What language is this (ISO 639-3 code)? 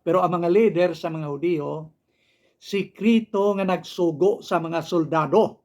hil